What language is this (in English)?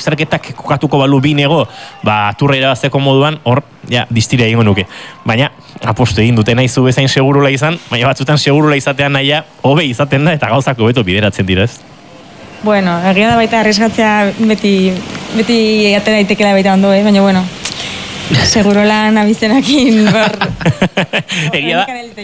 Basque